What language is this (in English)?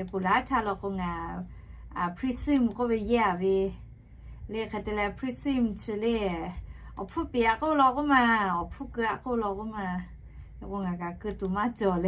Lahu